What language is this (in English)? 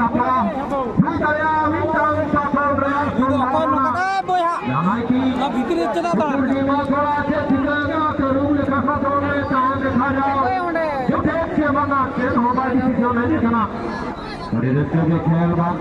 Santali